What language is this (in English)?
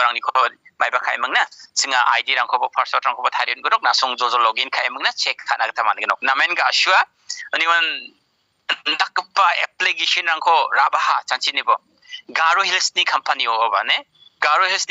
Garo